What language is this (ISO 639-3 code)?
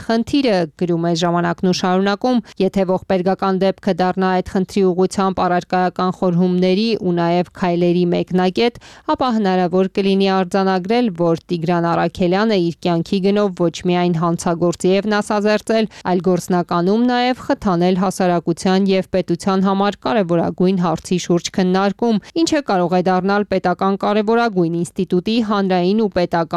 hye